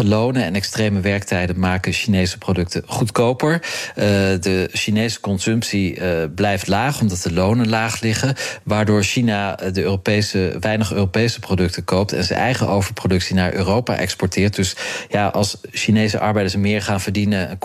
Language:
Dutch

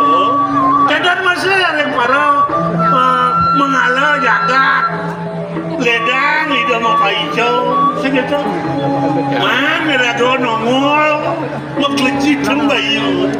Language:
Balinese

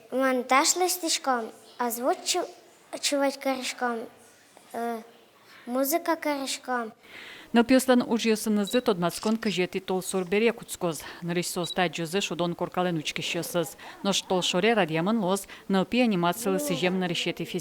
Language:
Udmurt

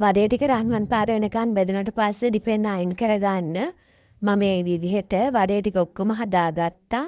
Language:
Sinhala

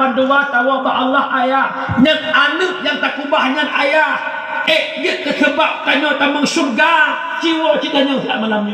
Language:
Achinese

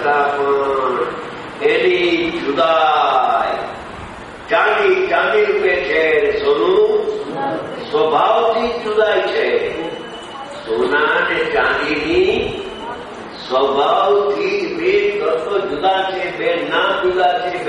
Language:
Gujarati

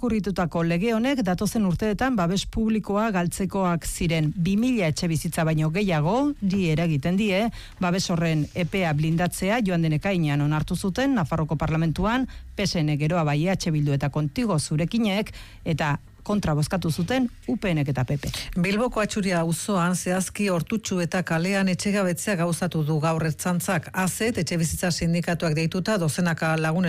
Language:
Basque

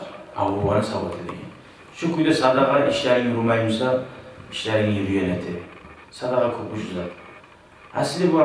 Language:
Kumyk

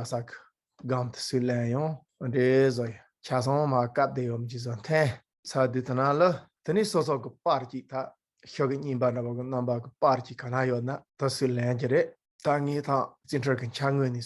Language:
Tibetan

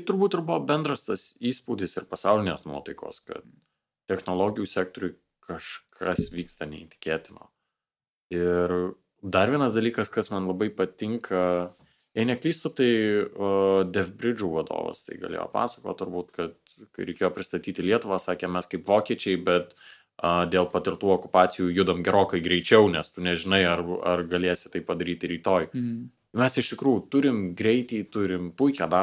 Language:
Lithuanian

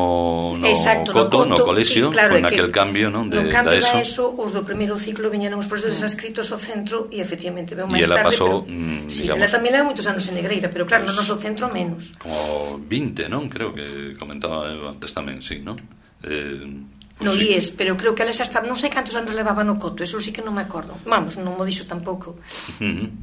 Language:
Galician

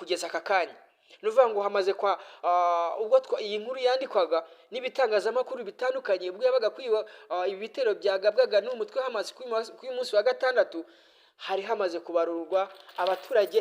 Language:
Kinyarwanda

